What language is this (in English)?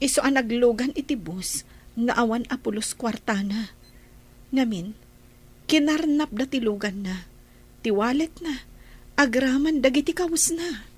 Iloko